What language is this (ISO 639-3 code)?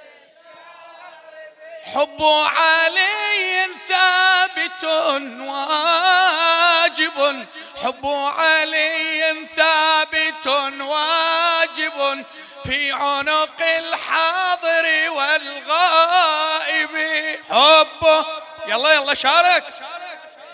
ara